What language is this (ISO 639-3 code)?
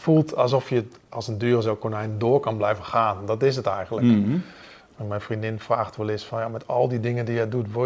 nld